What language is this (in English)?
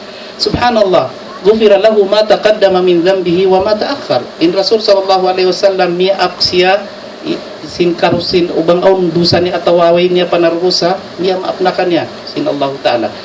Tausug